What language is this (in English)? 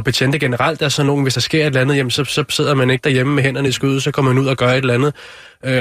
Danish